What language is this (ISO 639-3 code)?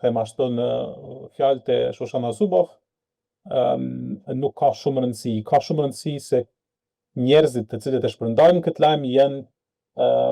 sqi